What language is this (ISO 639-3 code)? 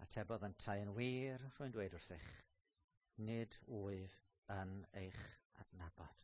cym